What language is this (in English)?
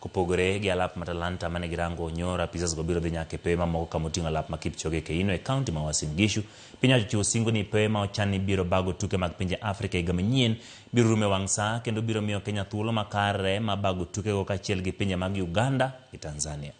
Luo (Kenya and Tanzania)